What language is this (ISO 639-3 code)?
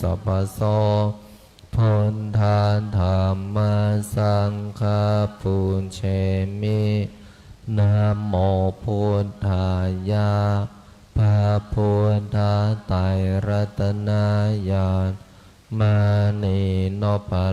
pli